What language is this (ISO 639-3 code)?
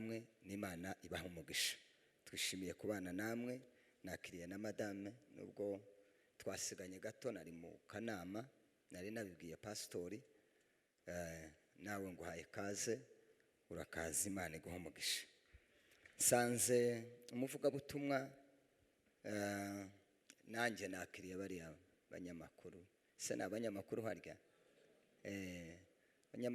kin